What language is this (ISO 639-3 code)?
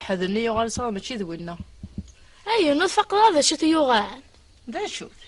kab